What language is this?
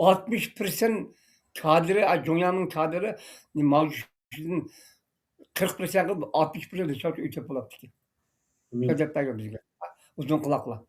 Uyghur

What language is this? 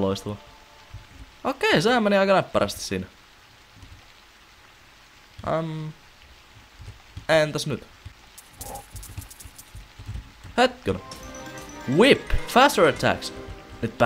Finnish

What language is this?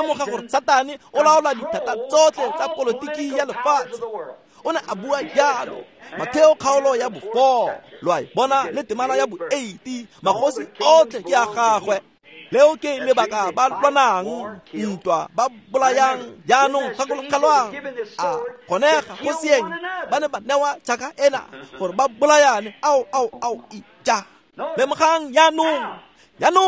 Tswana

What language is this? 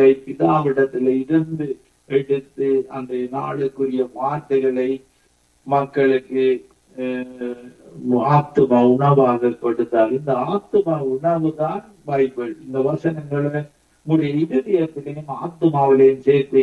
Tamil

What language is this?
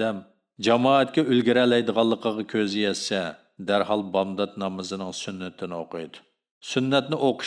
Uyghur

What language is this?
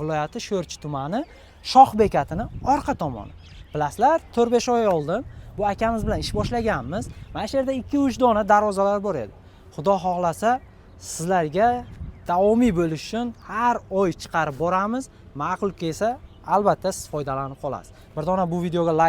Uzbek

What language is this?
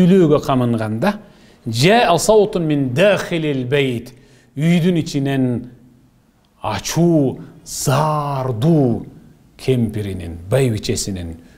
Kyrgyz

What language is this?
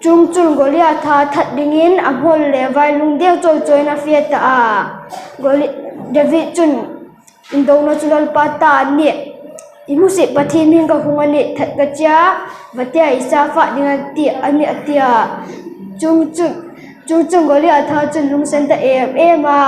Hmar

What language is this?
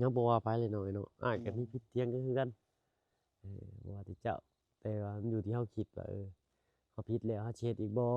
Lao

